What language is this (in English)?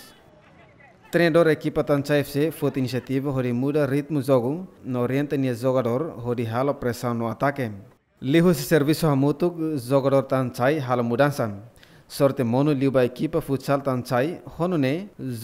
Tetum